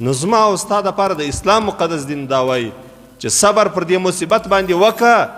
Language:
Pashto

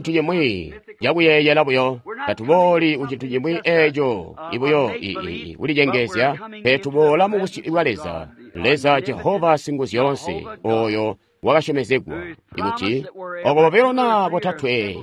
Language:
Tonga (Zambia)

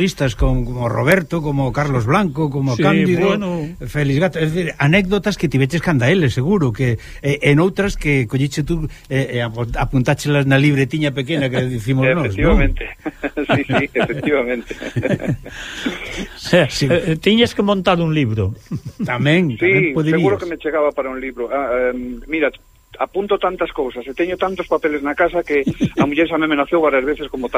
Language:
Galician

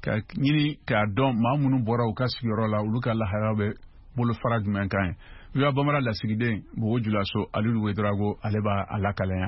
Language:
Bambara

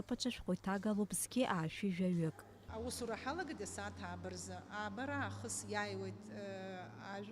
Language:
Abkhazian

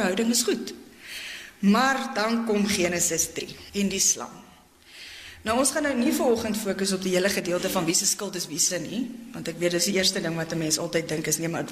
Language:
Afrikaans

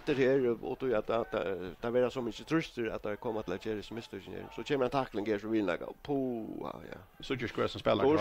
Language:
Faroese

